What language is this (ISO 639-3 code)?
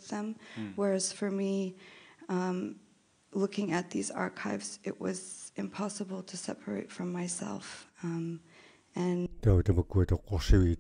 kal